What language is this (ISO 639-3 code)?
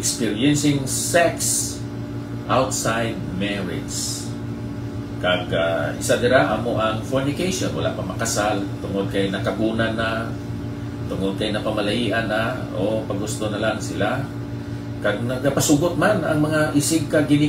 hil